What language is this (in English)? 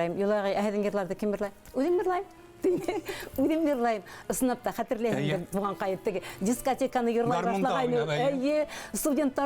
Bashkir